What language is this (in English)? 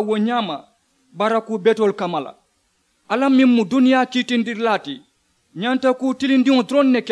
Mandingo